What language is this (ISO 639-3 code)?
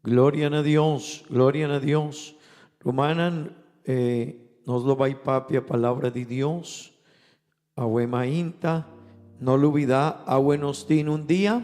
pap